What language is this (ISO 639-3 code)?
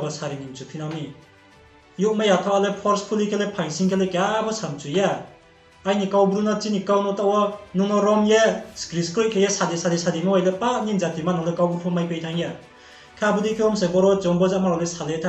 ria